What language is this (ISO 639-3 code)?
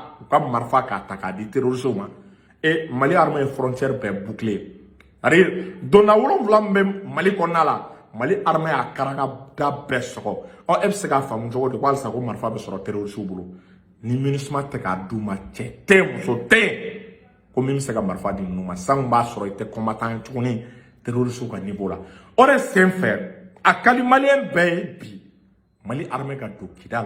bam